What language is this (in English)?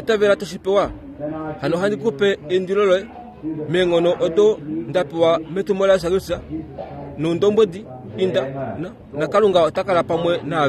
Kuanyama